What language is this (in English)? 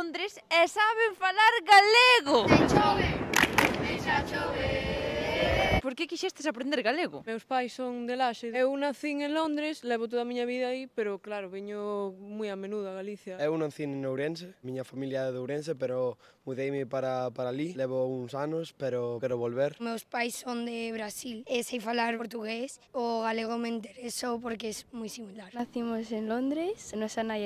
Galician